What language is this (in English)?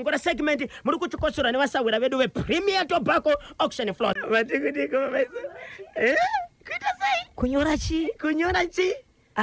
Shona